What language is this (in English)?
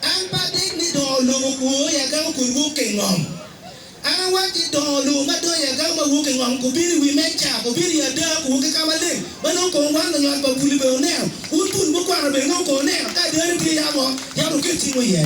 Acoli